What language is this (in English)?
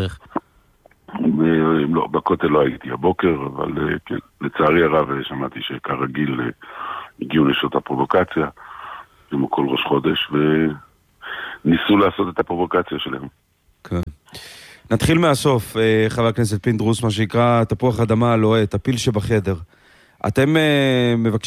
Hebrew